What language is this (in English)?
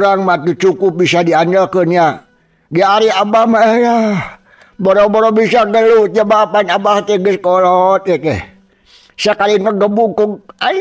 Sundanese